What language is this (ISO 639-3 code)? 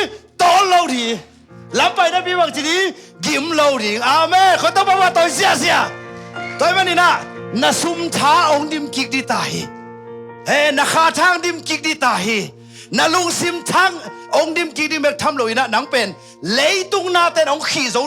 ctd